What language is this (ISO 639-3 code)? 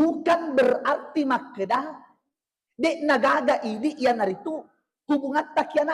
bug